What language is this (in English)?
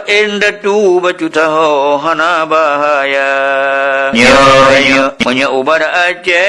Achinese